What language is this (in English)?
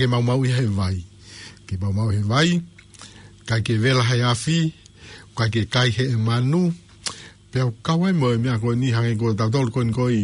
Tongan